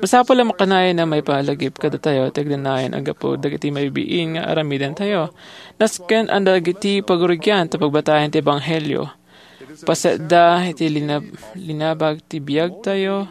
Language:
Iloko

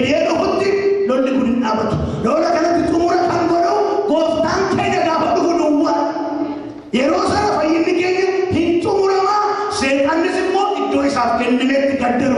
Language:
Oromo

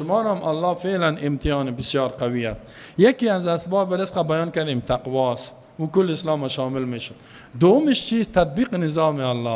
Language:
Persian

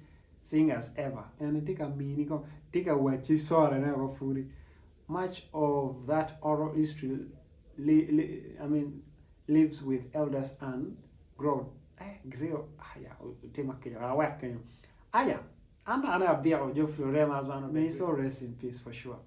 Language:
Acoli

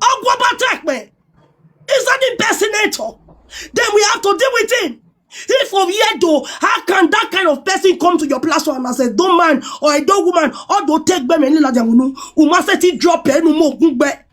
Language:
Nigerian Pidgin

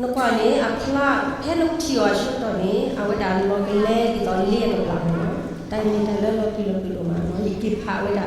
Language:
S'gaw Karen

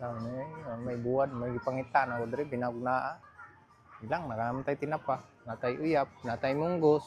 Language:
Cebuano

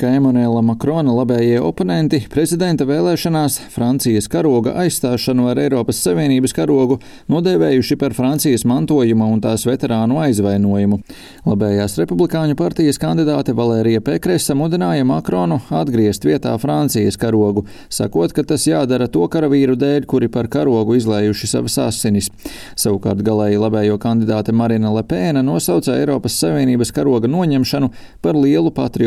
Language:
Latvian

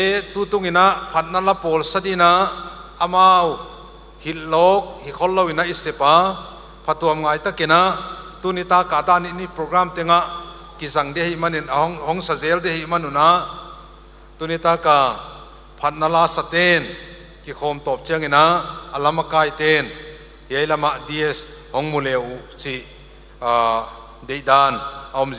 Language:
Paite Chin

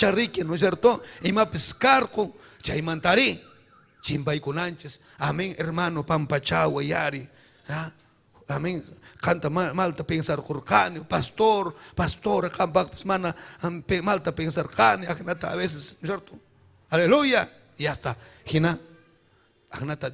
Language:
Ayacucho Quechua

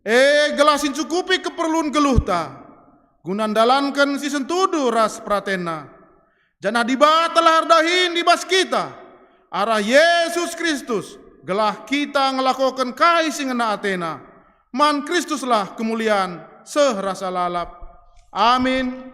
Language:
Batak Karo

